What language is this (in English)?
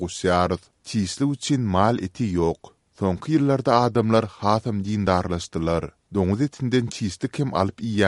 Turkmen